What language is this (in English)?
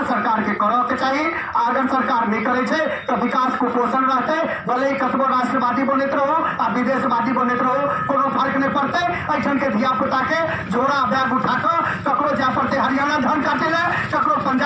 Maithili